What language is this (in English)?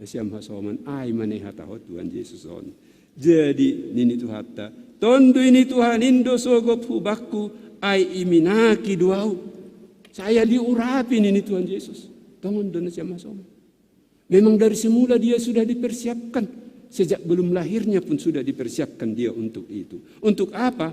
Batak Simalungun